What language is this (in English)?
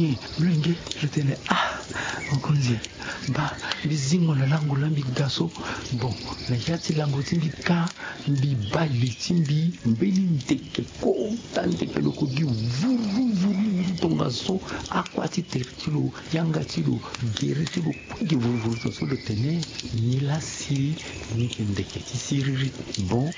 Sango